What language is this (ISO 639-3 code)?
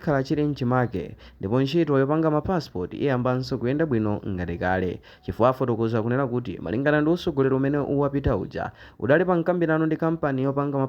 nya